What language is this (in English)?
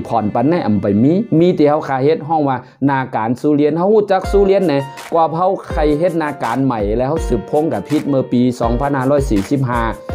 Shan